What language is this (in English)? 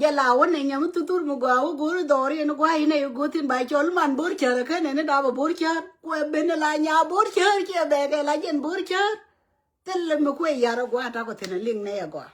Nuer